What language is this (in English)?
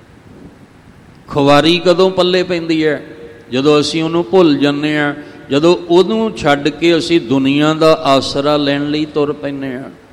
Punjabi